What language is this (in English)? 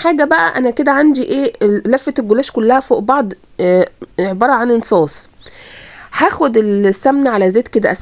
Egyptian Arabic